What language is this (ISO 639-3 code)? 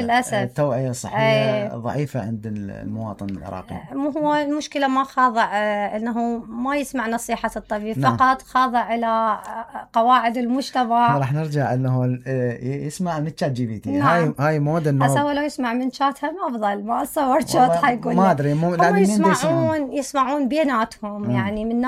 acm